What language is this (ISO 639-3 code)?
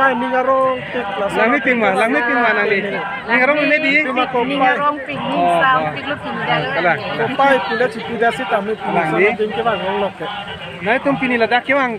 mjw